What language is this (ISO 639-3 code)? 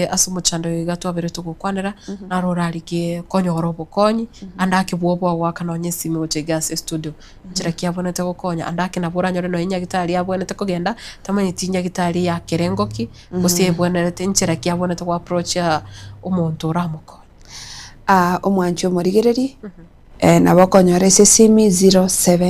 guz